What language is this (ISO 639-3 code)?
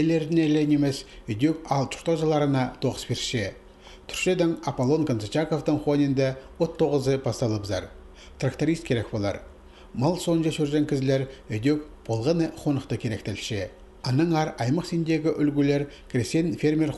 kjh